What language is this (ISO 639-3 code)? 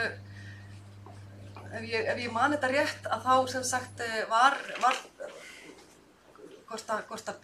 isl